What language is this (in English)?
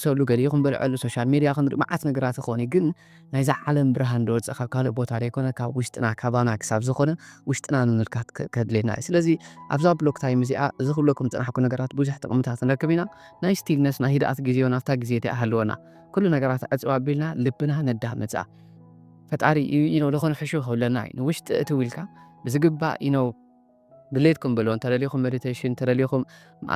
Tigrinya